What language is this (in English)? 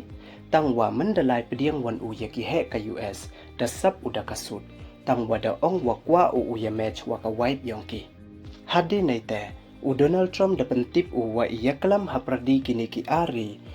Pnar